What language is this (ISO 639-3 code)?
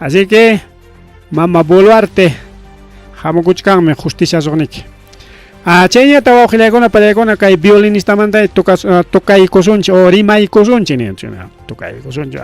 quy